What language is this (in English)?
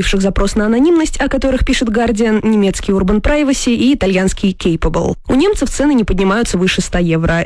Russian